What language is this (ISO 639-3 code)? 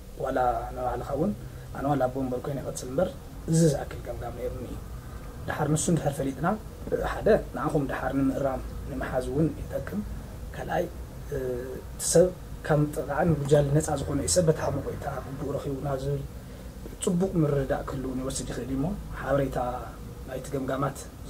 tir